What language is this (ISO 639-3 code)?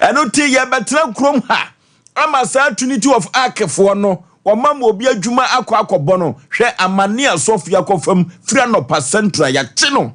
aka